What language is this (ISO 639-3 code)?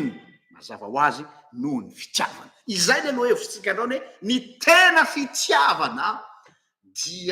mlg